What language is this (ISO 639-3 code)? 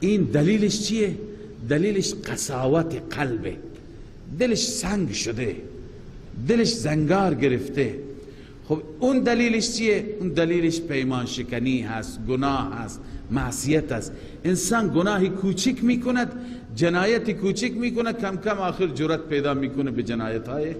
fas